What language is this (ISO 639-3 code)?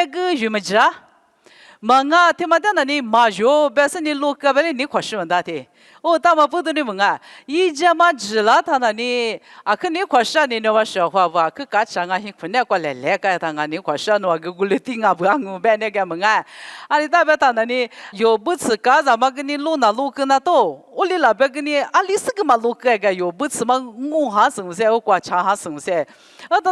lis